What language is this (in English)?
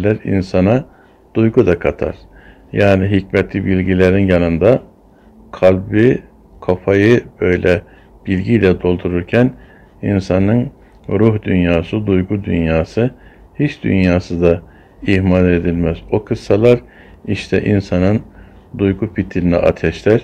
Turkish